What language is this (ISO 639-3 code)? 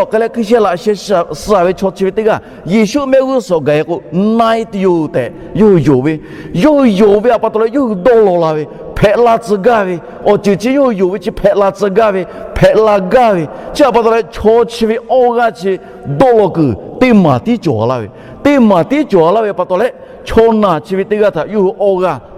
lhu